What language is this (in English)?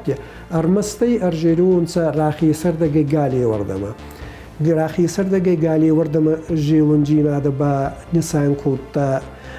Ossetic